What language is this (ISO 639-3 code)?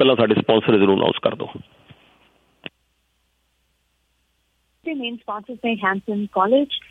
pan